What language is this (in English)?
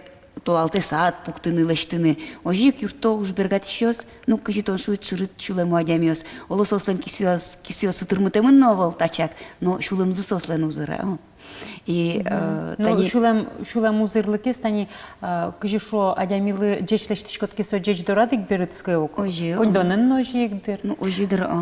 Udmurt